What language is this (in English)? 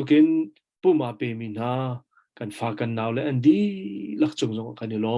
Hakha Chin